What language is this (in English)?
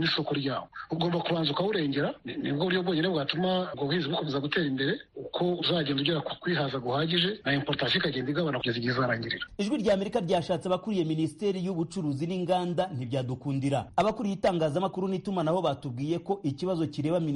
Kinyarwanda